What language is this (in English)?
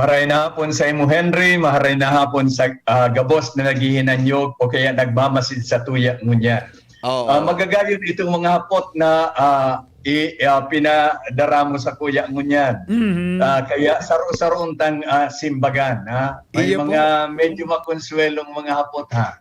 Bikol